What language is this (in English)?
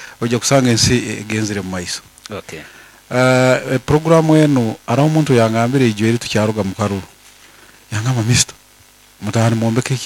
Nyoro